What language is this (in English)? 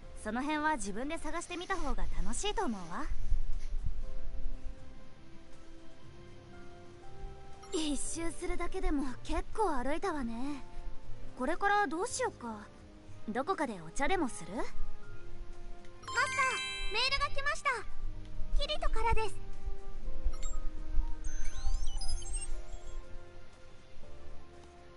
Japanese